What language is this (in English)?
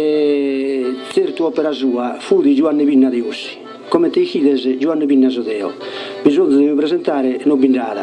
Sardinian